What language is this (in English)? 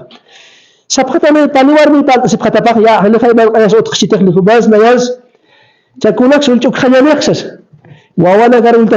Aymara